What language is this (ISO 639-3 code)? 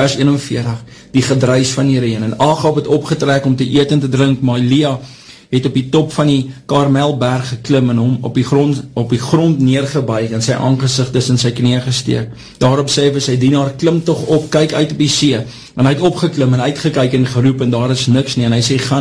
afr